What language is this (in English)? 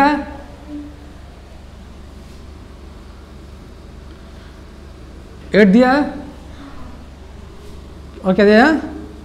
Hindi